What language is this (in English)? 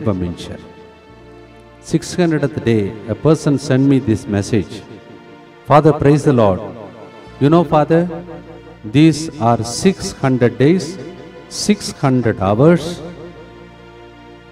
Telugu